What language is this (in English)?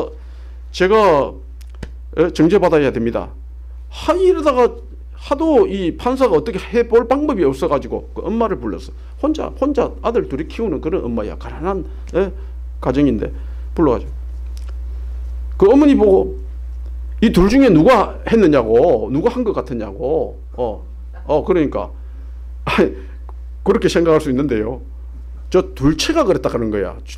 Korean